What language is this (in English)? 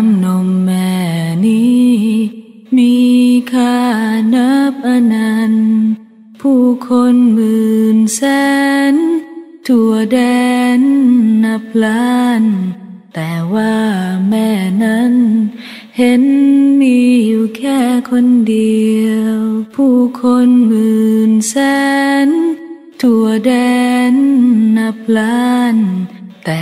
Thai